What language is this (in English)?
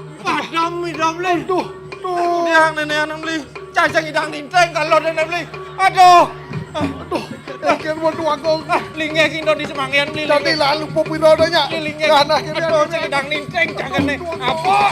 Balinese